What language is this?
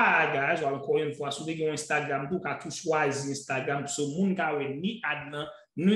Haitian Creole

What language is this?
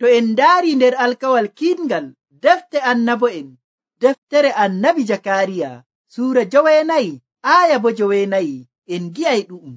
Nigerian Fulfulde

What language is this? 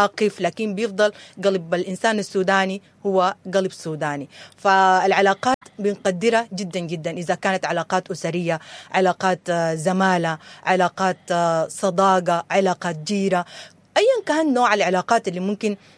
Sudanese Arabic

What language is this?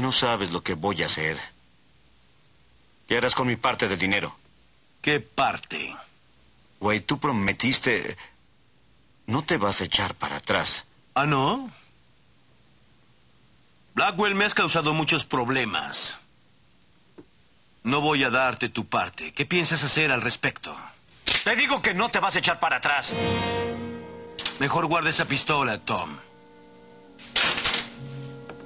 Spanish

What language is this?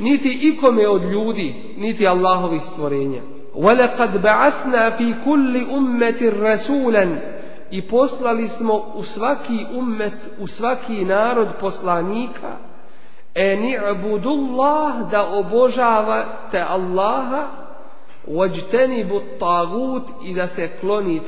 Bosnian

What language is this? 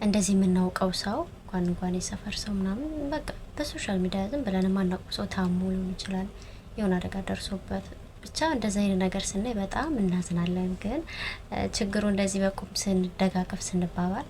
Amharic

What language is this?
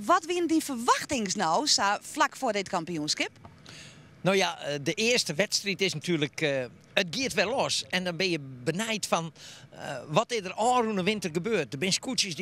Western Frisian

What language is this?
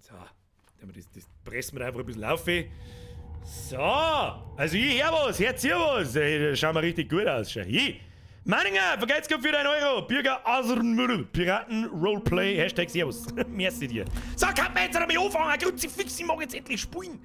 Bavarian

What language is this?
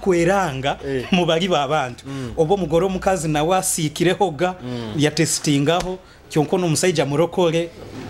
Nyoro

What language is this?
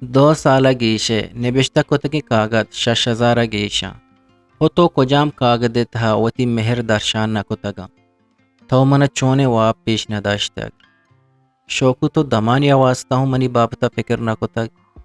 Eastern Balochi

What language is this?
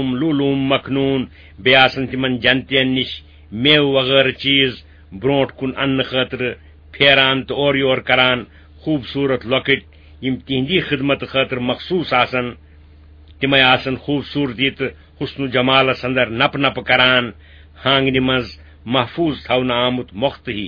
Kashmiri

